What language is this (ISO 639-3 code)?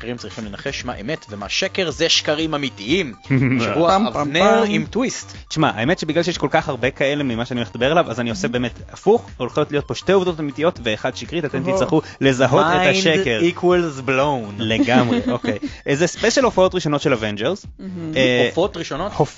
heb